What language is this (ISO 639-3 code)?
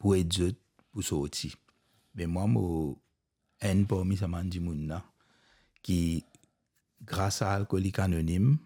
mfe